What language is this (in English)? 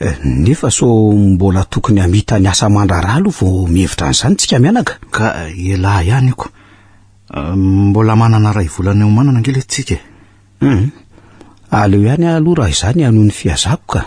Malagasy